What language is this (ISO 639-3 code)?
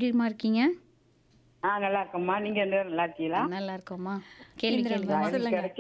tam